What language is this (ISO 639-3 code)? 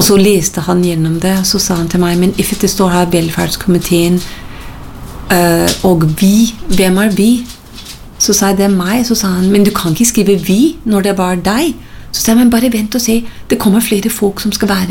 nor